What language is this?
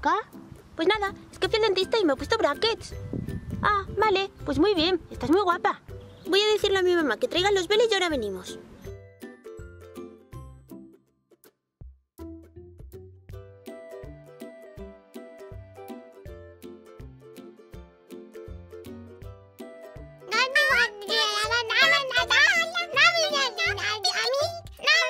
Spanish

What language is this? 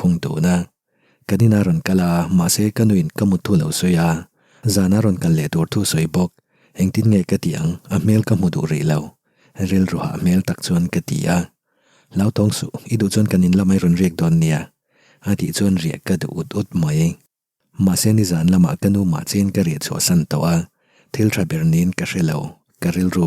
Mizo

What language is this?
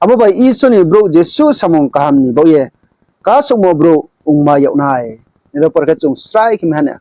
Riang (India)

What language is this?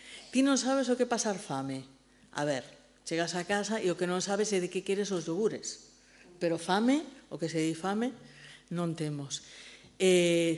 Galician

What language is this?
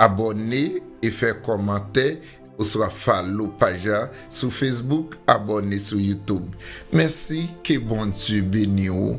Haitian Creole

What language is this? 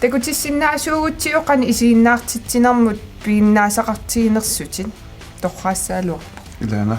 Kalaallisut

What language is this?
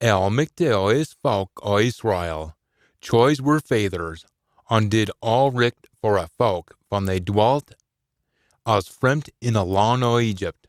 Scots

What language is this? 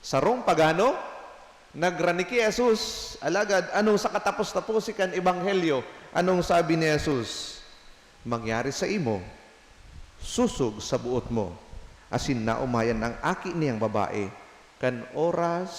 Bikol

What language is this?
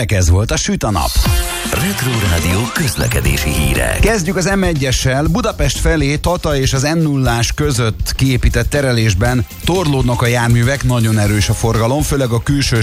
Hungarian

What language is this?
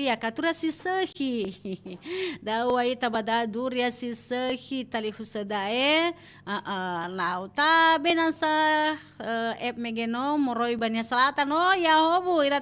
Nias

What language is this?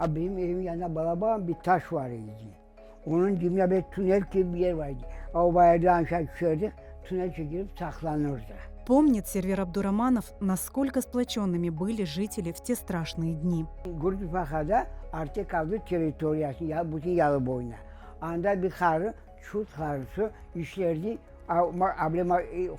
Crimean Tatar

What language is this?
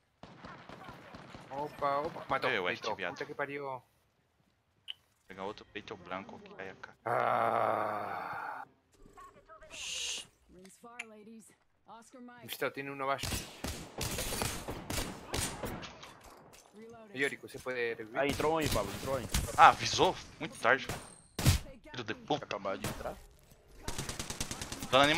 Portuguese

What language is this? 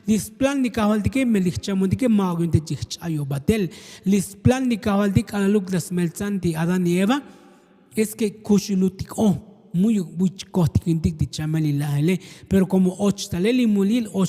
Tzotzil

